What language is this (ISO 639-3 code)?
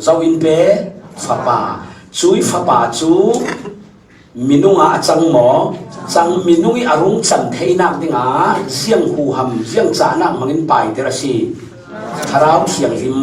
cfm